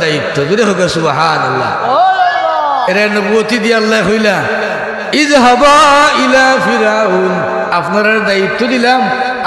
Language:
Sylheti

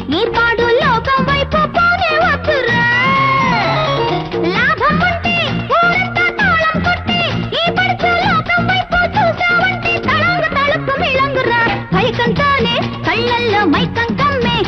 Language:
Telugu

